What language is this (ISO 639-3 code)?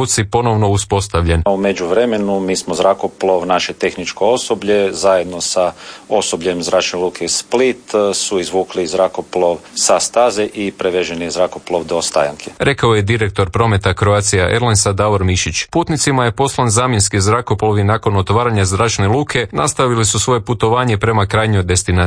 hrv